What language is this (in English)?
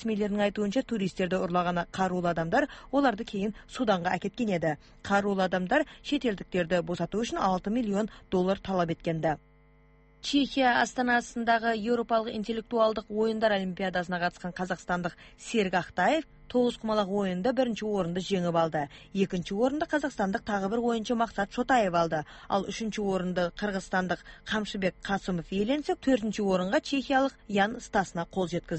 Kazakh